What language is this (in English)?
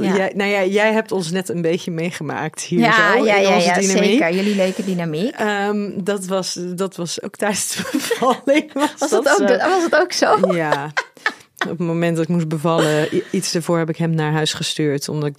Dutch